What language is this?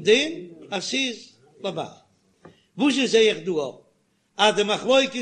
Yiddish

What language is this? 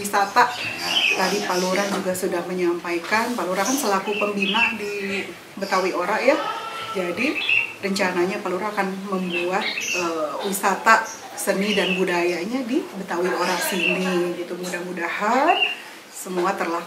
Betawi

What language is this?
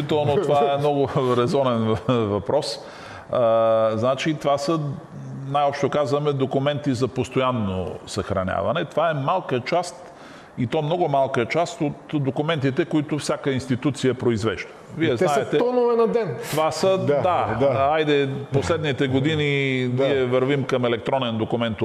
Bulgarian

